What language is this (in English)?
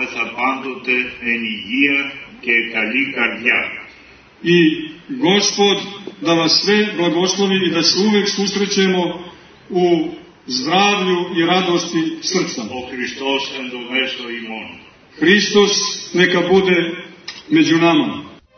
Serbian